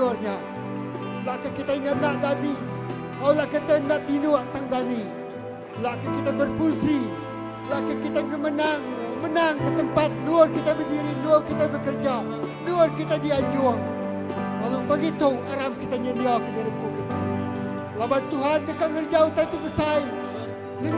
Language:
Iban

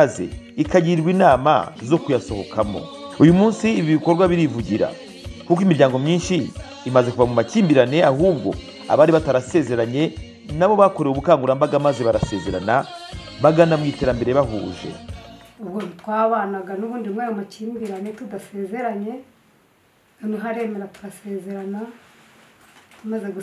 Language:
Kinyarwanda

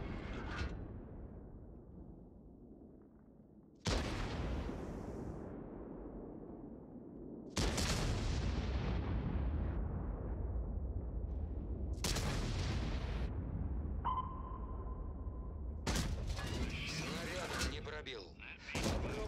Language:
Russian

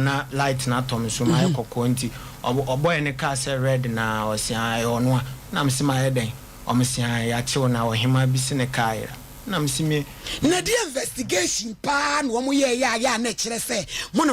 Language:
Akan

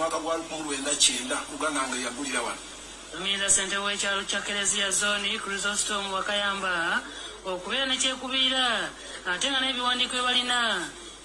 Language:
Ganda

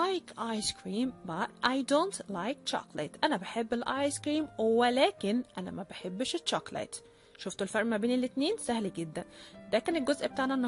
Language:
Egyptian Arabic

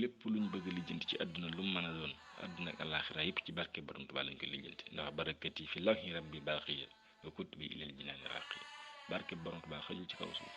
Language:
Wolof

